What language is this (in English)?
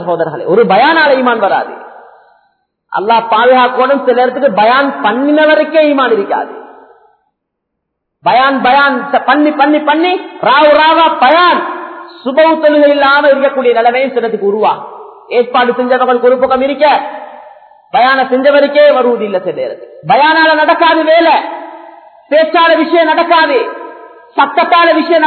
Tamil